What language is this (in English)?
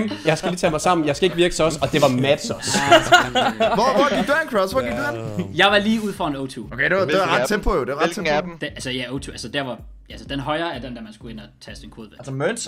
Danish